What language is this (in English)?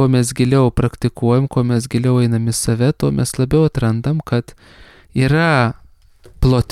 Lithuanian